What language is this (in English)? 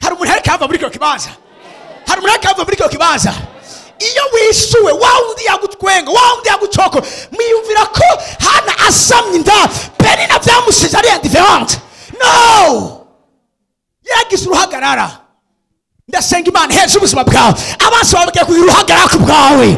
Rundi